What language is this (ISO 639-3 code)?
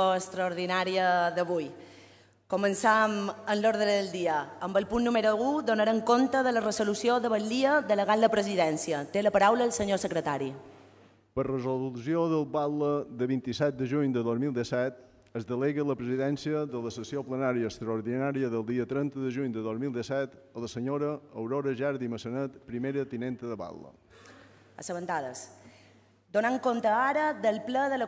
cat